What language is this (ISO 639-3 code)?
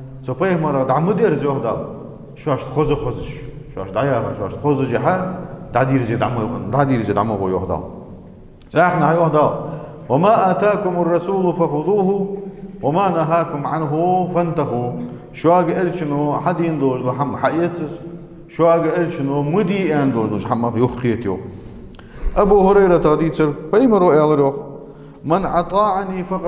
inh